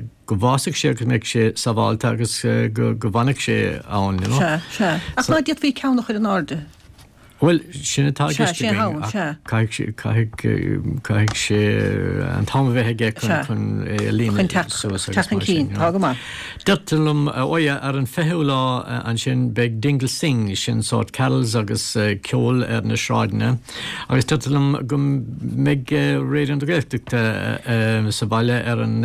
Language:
Irish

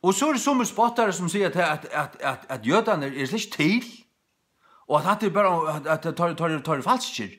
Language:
Faroese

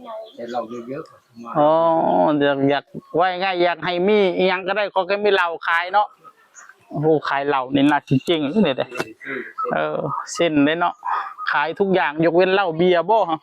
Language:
Northeastern Thai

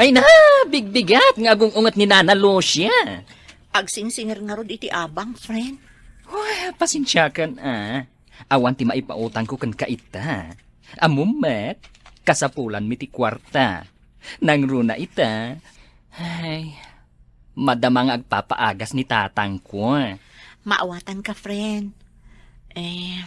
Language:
Iloko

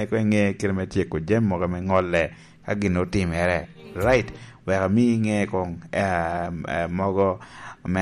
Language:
Lango (Uganda)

